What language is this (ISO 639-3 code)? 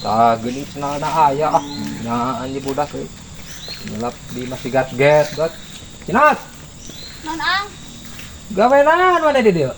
sun